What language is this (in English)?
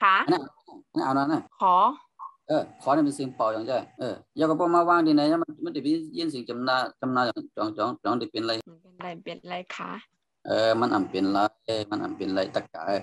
Shan